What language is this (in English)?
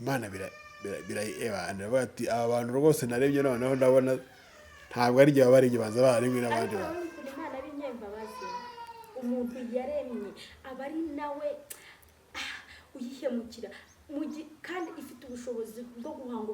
Kinyarwanda